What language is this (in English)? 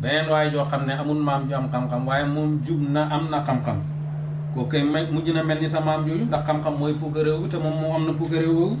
Wolof